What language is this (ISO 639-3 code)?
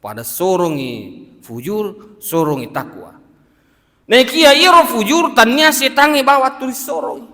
bug